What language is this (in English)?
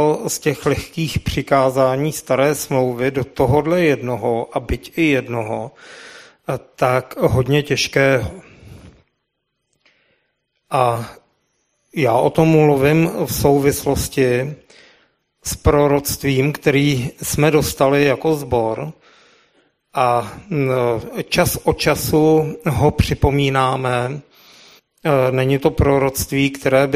Czech